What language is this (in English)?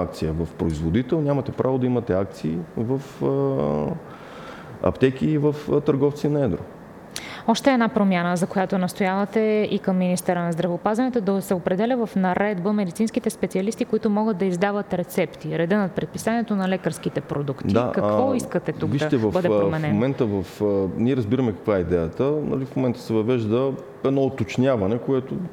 Bulgarian